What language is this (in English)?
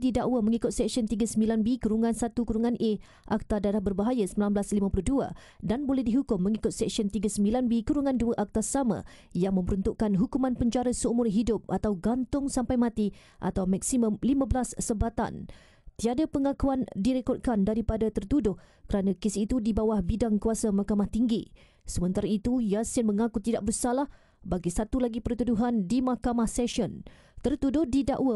Malay